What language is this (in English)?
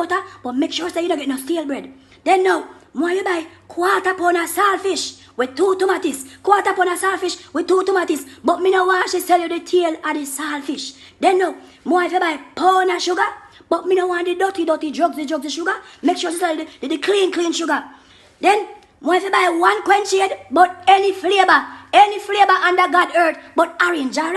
Jamaican Creole English